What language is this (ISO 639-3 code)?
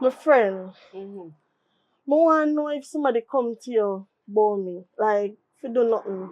jam